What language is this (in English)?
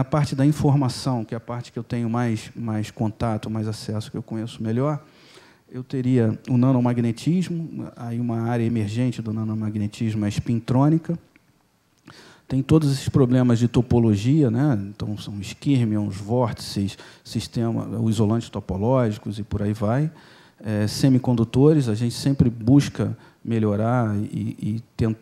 Portuguese